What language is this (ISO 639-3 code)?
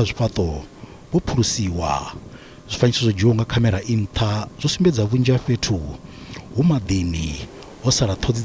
ven